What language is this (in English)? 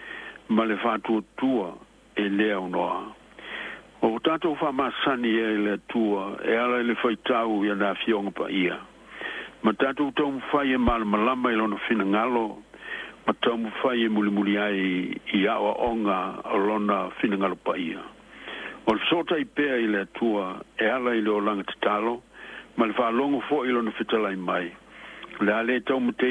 Samoan